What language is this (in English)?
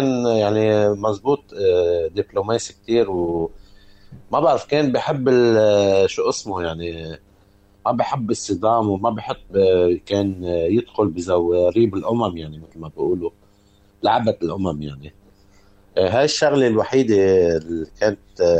North Levantine Arabic